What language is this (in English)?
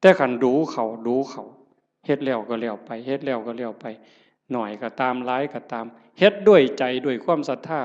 Northeastern Thai